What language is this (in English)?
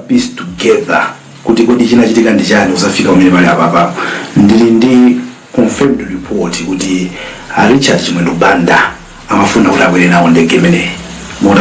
Nyanja